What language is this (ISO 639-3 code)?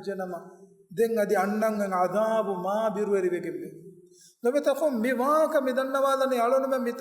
div